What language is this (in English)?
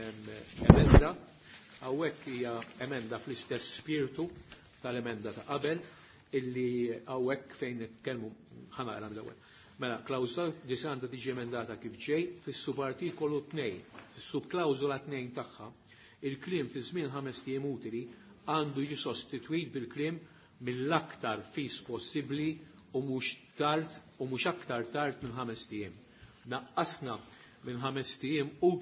Maltese